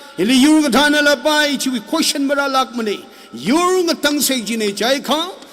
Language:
Tangkhul Naga (India)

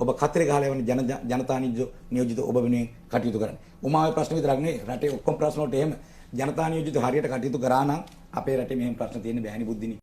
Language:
Sinhala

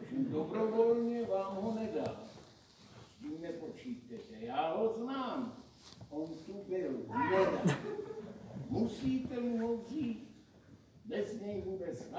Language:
Czech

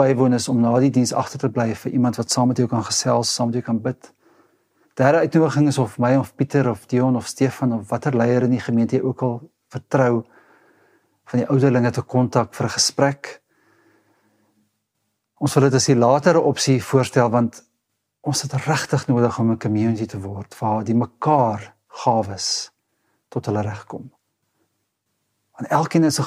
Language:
Afrikaans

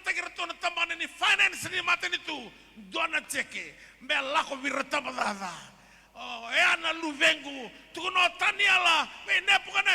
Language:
Fijian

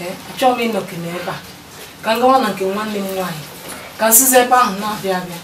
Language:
Igbo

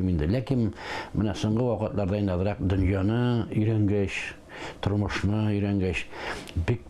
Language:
Tatar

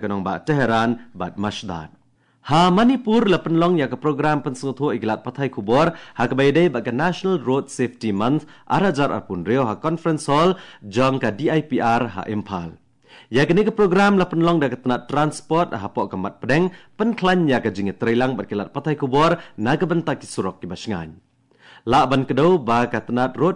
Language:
Khasi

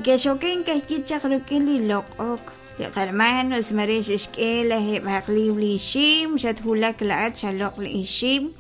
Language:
Kekchí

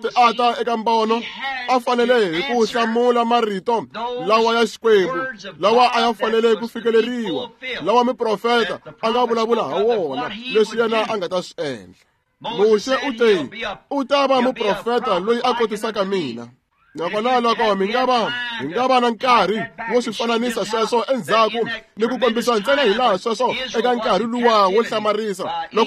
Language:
Tsonga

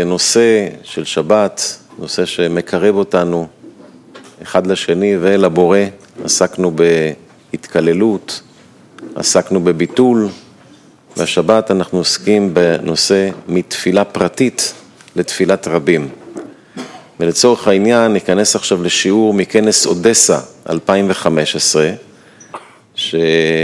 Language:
Hebrew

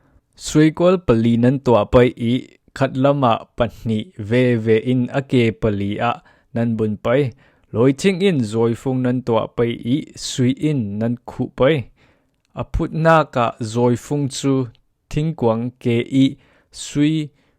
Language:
Falam Chin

